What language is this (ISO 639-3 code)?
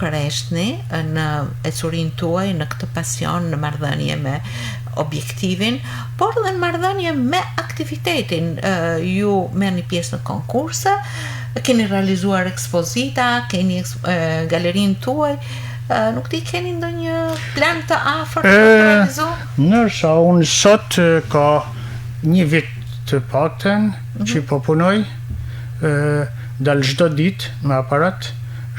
sqi